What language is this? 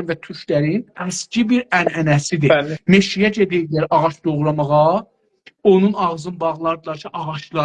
South Azerbaijani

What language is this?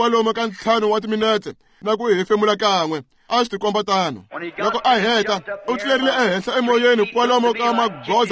Tsonga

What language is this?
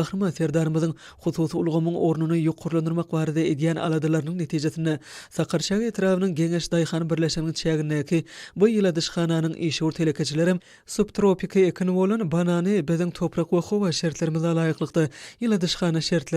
Turkmen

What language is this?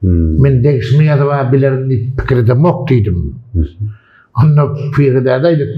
Turkmen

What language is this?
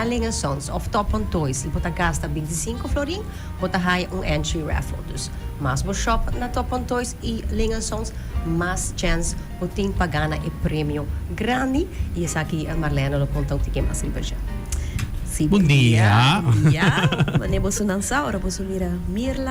Papiamento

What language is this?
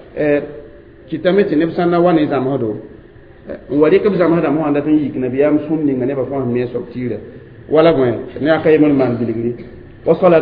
Mossi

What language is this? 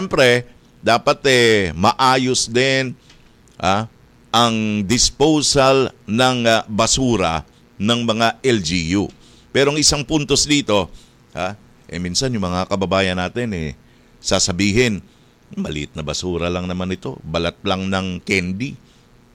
Filipino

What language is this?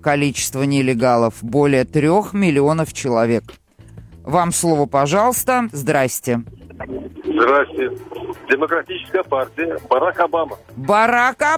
Russian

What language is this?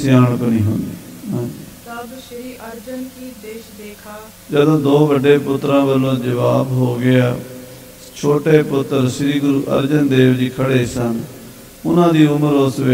Punjabi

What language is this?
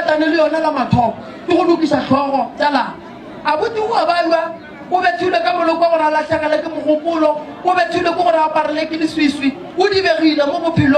Northern Sotho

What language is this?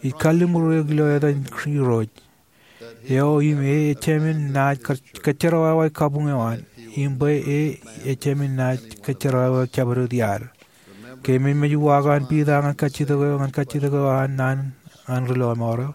Marshallese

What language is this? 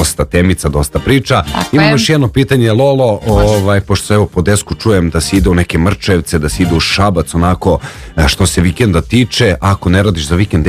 Serbian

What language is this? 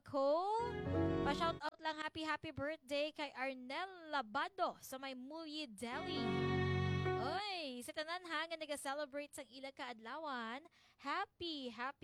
Hiligaynon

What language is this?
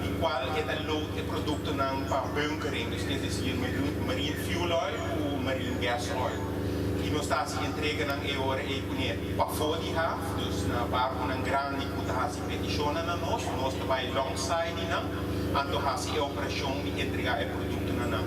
Papiamento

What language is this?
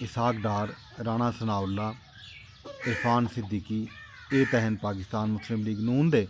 Saraiki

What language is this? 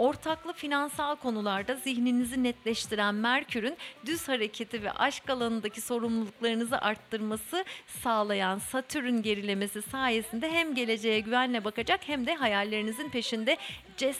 Turkish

